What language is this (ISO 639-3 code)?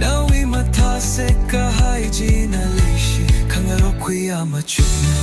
nmf